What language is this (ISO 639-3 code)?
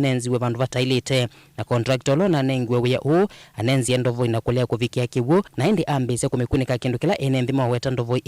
kam